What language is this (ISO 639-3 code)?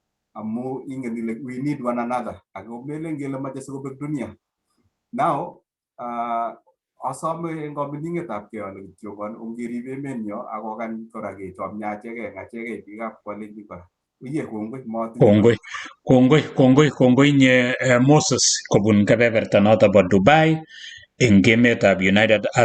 kln